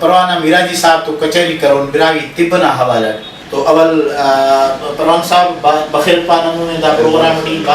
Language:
Brahui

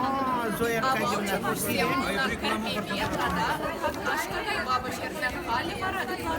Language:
Chuvash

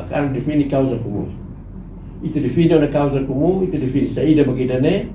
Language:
Tetum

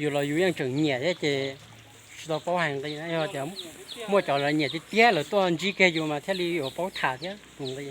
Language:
Hmong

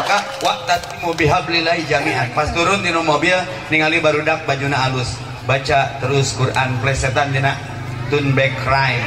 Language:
Sundanese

